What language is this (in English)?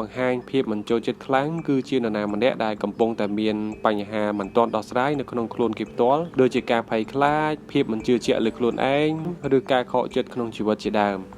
Khmer